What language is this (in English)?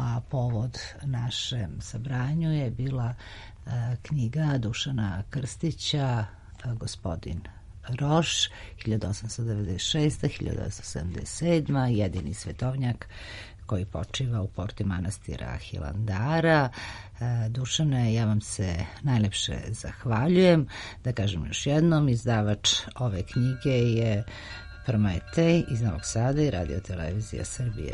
Serbian